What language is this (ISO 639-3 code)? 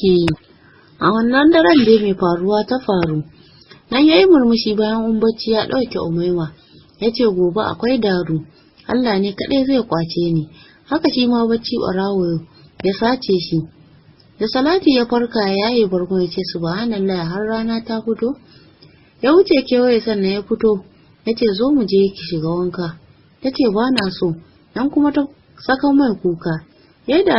hau